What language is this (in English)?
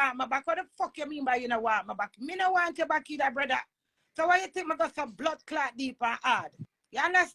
Jamaican Creole English